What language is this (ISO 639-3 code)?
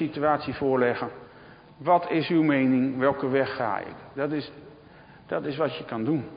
nld